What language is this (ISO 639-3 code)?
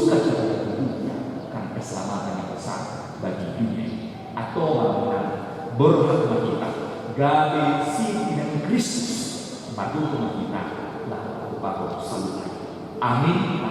bbc